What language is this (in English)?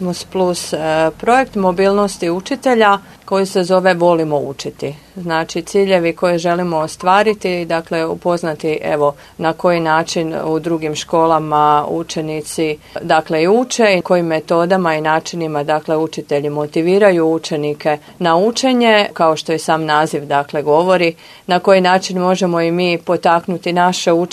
Croatian